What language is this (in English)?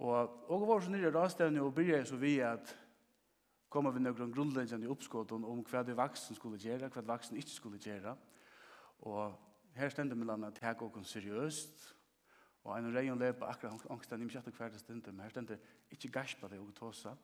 Faroese